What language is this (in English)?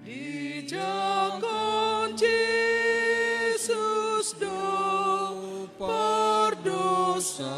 Batak Toba